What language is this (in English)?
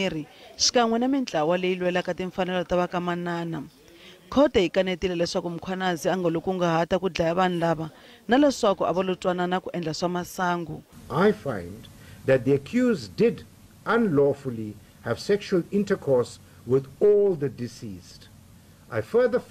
Tsonga